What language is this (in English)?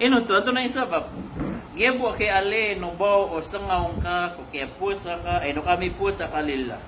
Maranao